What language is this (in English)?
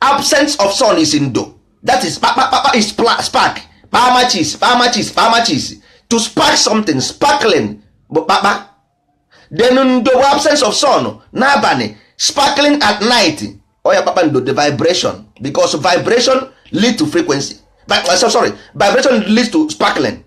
Igbo